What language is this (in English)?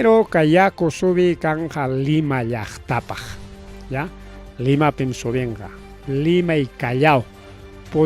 Ayacucho Quechua